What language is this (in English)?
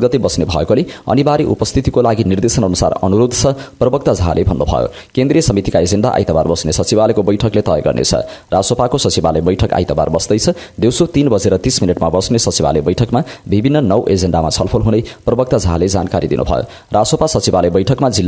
Nepali